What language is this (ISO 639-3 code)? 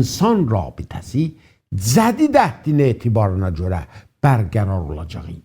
azb